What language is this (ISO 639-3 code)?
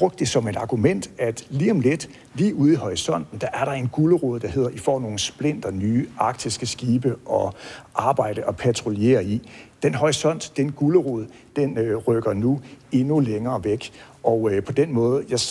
dan